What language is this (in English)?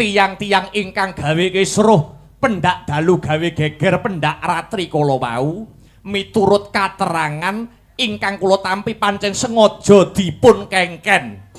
Javanese